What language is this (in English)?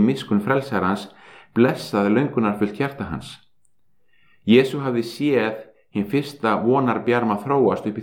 Icelandic